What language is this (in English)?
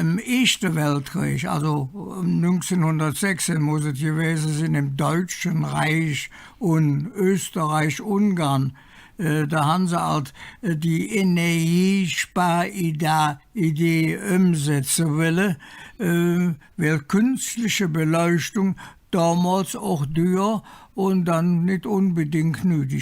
Colognian